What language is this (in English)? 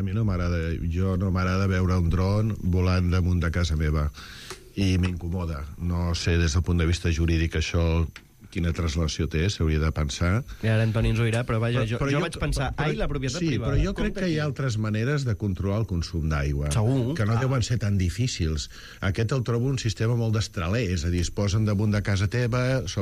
Catalan